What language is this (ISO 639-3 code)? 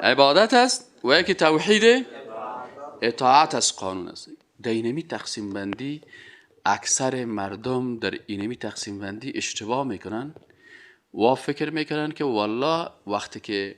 fas